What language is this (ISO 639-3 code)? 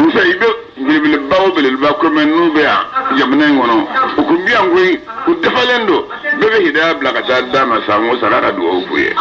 bam